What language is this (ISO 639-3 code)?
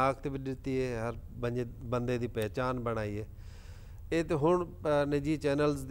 skr